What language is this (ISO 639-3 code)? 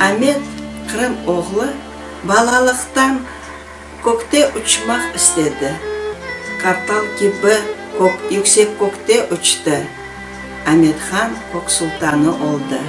crh